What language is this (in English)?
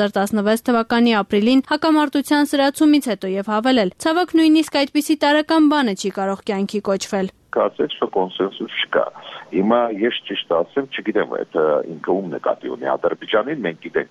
Armenian